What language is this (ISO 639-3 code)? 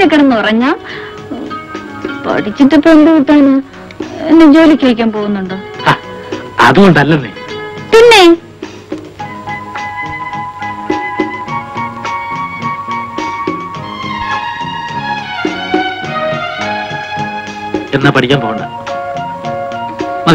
mal